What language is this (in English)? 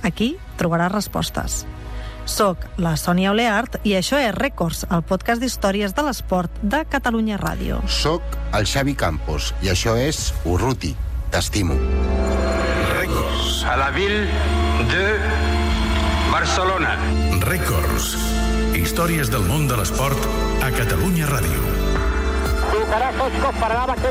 Catalan